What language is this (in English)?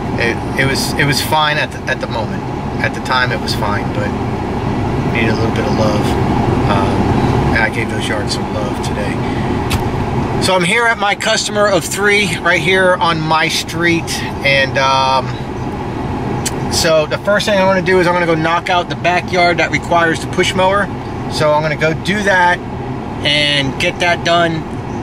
English